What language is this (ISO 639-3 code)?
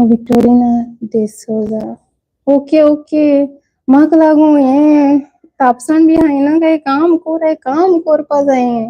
kok